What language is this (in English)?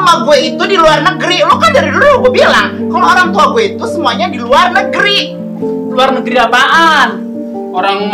Betawi